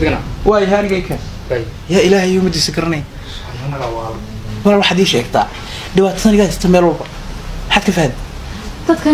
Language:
Somali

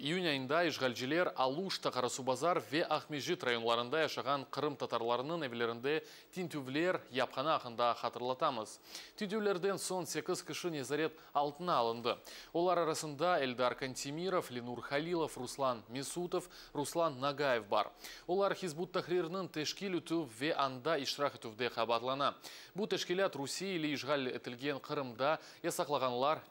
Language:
Crimean Tatar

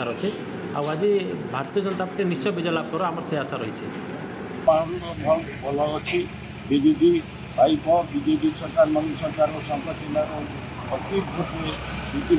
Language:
Odia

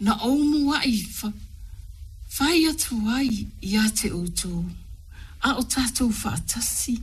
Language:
Samoan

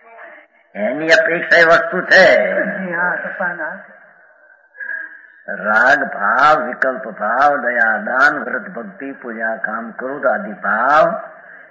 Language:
Gujarati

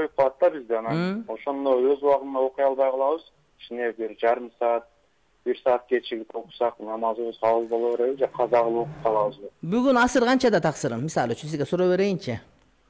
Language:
Kyrgyz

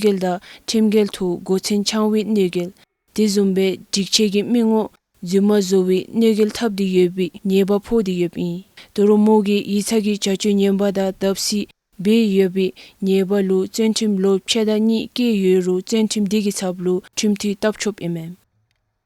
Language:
Dzongkha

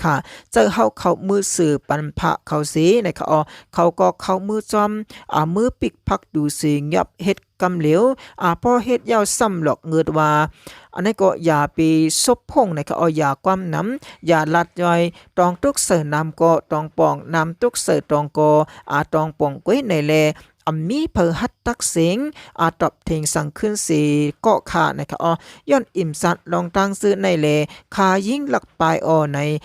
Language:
Shan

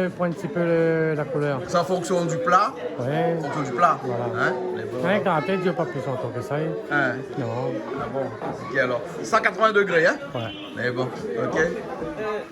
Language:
Réunion Creole French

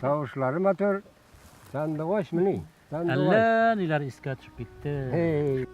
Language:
Bashkir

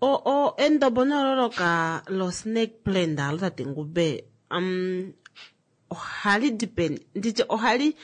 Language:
Kuanyama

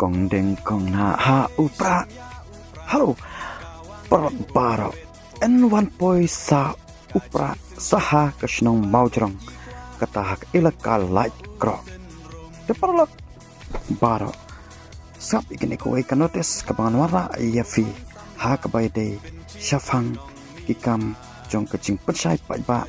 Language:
Khasi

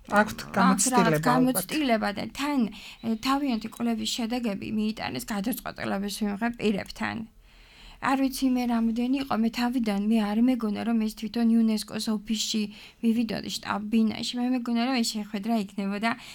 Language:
Georgian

